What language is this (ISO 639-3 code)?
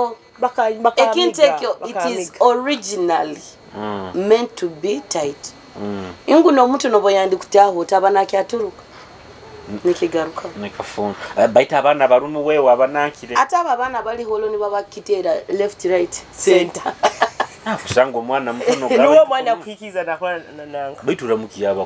nyo